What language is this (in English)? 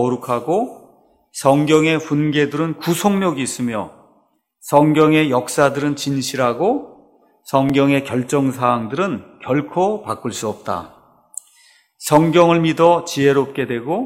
Korean